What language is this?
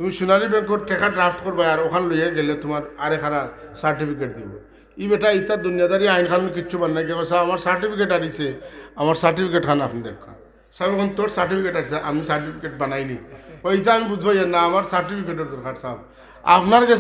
Sylheti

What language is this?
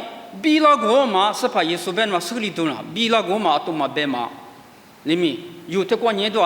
Lisu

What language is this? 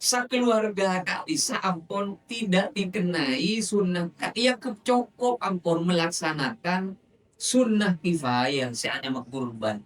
Madurese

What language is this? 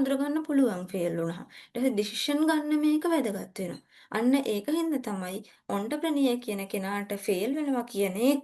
Sinhala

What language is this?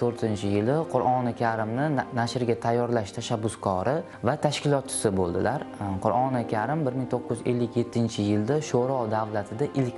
Uzbek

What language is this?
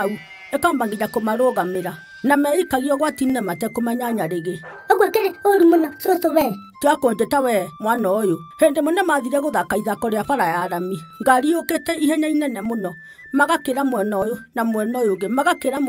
Kikuyu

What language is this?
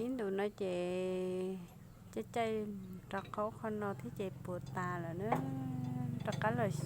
Hmong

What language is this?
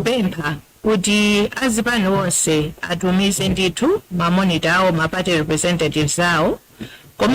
Nyanja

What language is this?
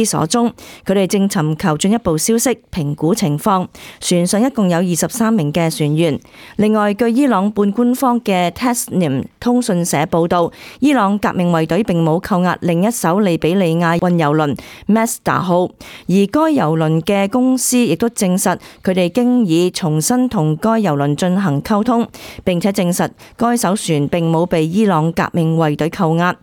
Cantonese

